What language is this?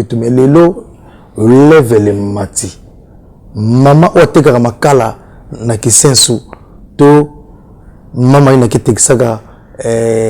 Lingala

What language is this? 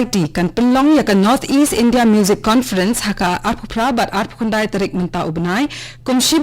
Khasi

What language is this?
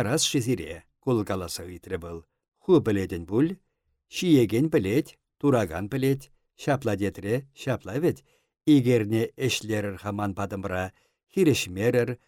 Chuvash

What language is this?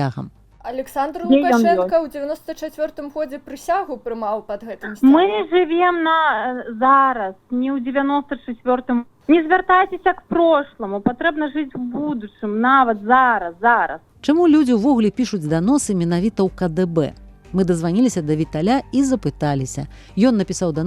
Belarusian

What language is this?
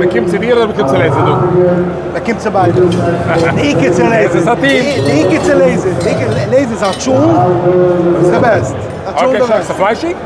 Yiddish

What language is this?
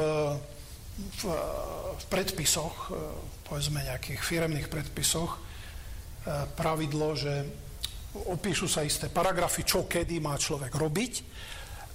Slovak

